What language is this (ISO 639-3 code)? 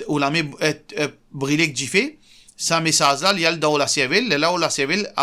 mfe